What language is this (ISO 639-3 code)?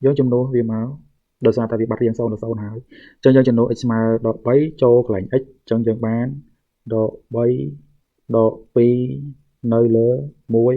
khm